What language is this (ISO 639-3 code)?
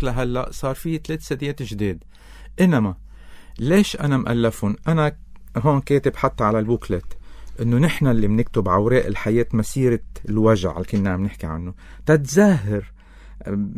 apc